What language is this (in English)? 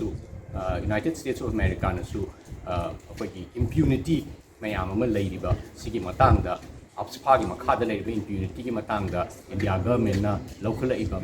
Manipuri